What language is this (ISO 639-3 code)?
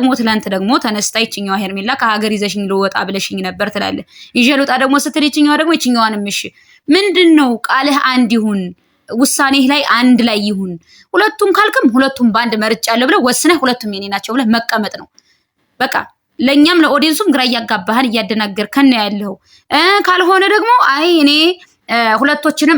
amh